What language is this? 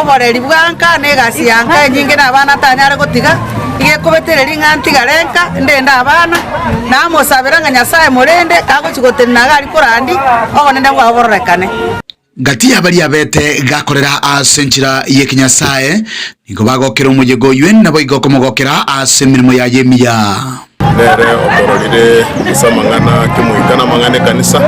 Gusii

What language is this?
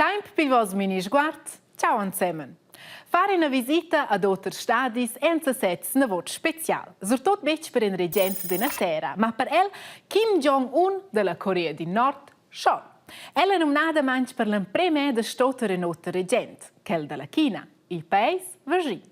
Romansh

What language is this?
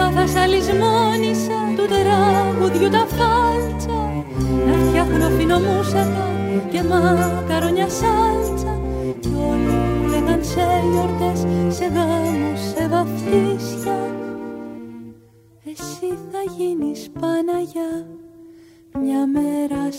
Greek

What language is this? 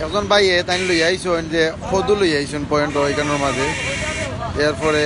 Sylheti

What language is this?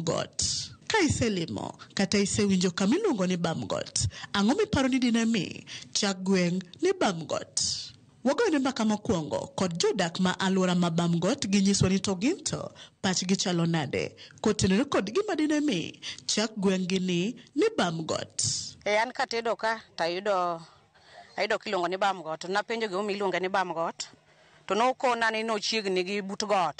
Luo (Kenya and Tanzania)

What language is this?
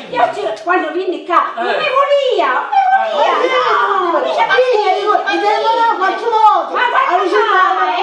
Sicilian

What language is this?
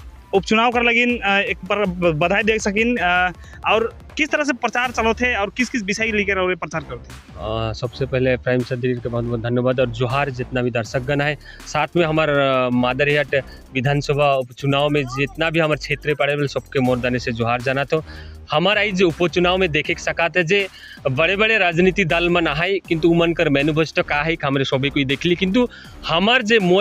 Sadri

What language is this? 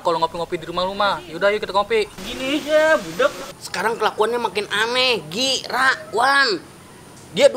Betawi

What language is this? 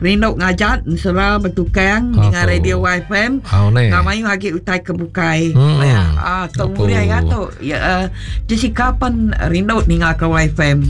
Iban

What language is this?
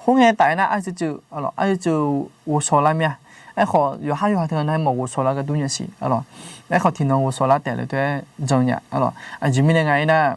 Akha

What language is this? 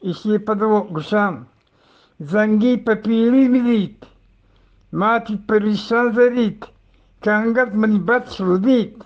Eastern Balochi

